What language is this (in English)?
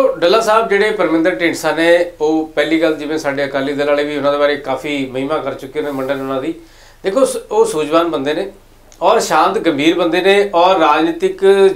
Punjabi